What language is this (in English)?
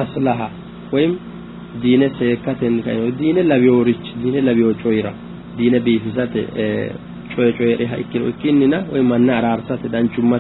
Sidamo